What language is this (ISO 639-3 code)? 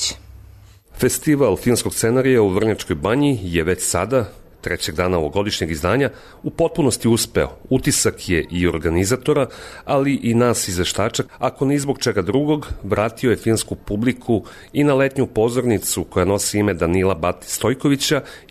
srp